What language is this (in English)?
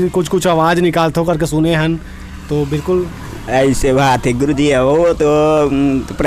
Chhattisgarhi